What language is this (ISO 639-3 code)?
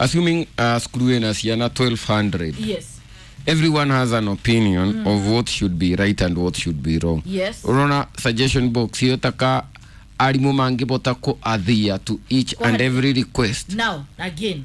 kik